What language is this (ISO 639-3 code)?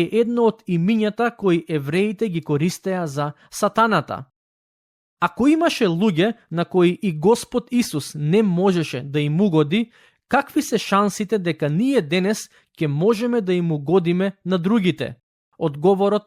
mkd